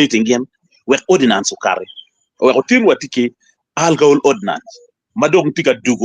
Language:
Acoli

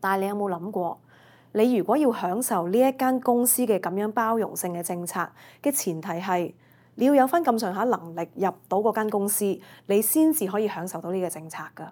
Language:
Cantonese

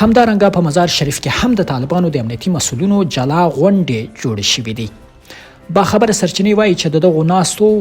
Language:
Pashto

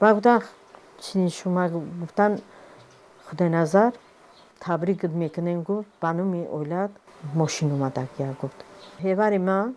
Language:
Tajik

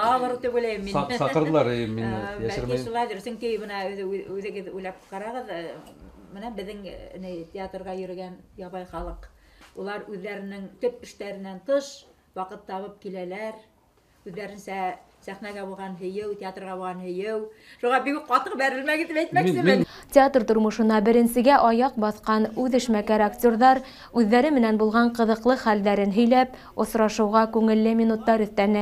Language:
Bashkir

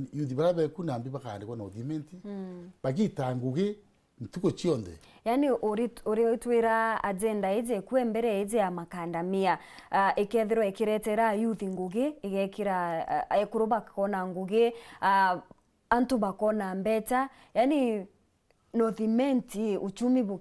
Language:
Meru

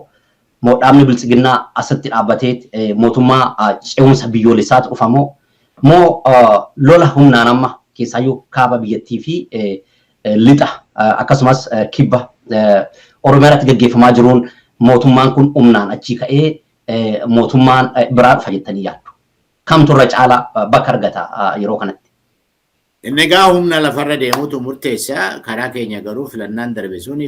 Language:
Oromo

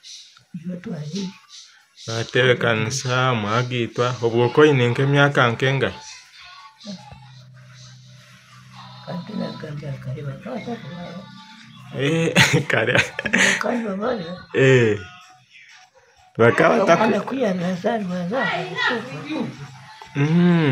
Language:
Kinyarwanda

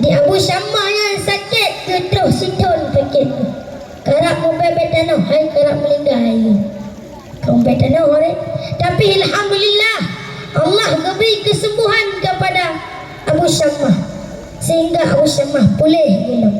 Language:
Achinese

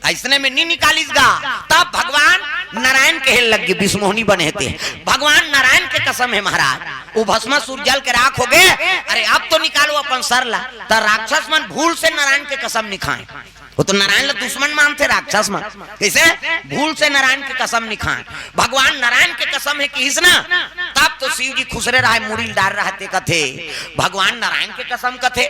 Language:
Chhattisgarhi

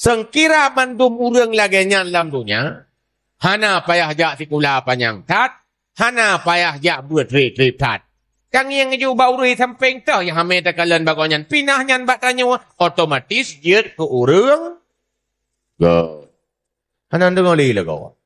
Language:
Achinese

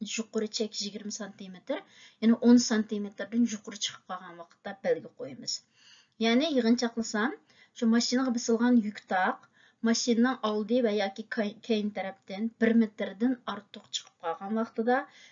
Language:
Uyghur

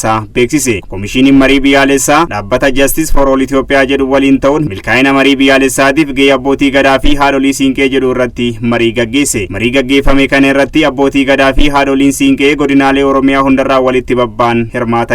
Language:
Oromo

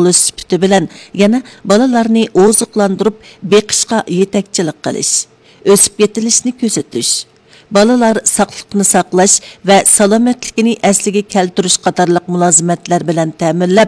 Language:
Uyghur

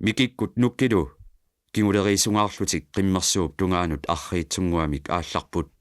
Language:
Kalaallisut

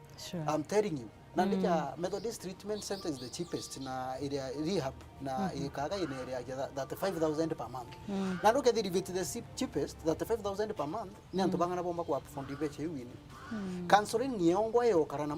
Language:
Meru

